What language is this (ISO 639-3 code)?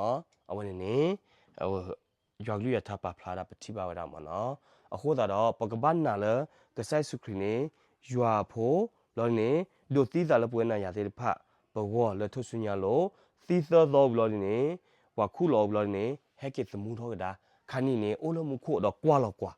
ksw